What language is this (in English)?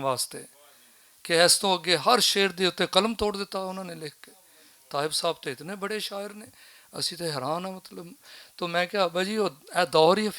Western Panjabi